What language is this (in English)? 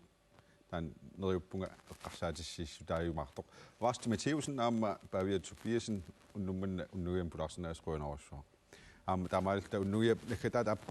Kalaallisut